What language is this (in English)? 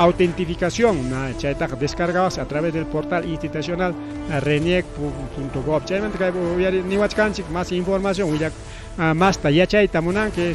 Ayacucho Quechua